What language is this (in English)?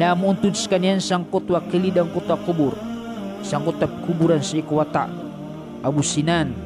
Maranao